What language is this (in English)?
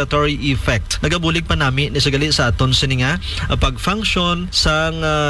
Hiligaynon